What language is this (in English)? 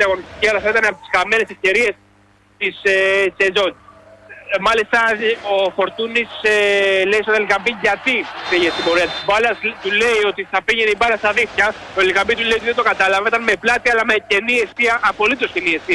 Greek